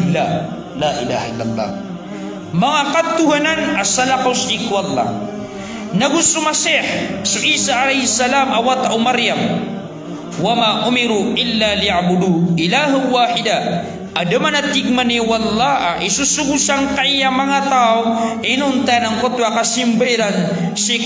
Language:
Maranao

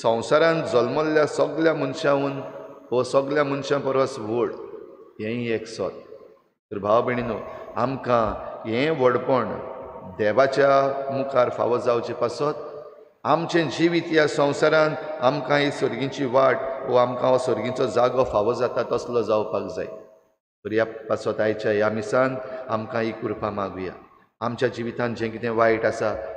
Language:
Konkani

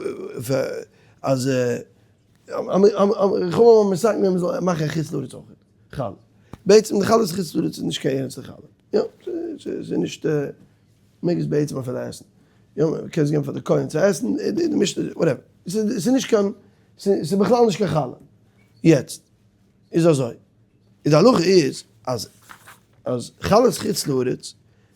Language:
Yiddish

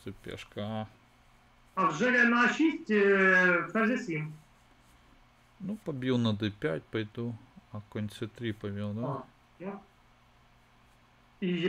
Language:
Russian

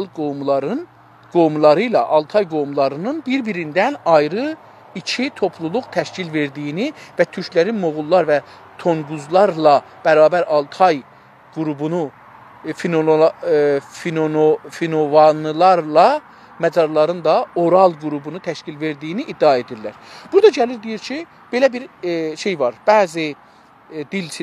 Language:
South Azerbaijani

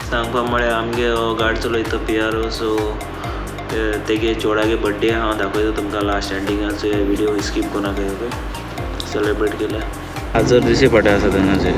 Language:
Konkani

